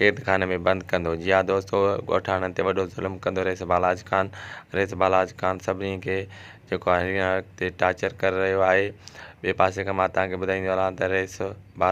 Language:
Sindhi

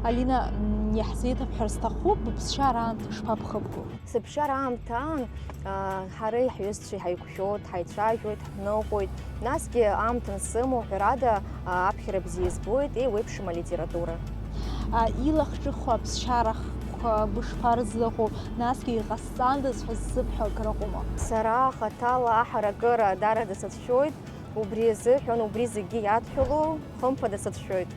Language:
Abkhazian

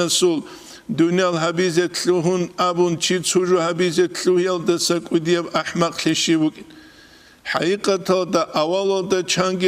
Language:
Avaric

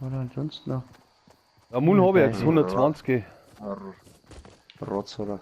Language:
Bavarian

